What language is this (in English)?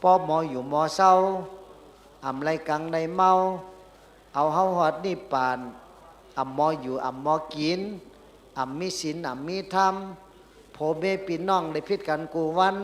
Shan